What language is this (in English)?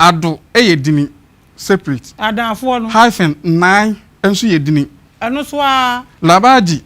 Akan